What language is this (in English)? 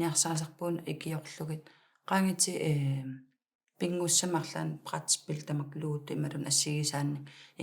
Kalaallisut